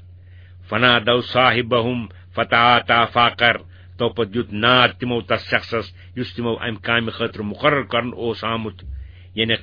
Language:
Kashmiri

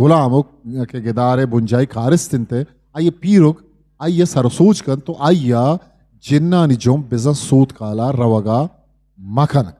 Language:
Eastern Balochi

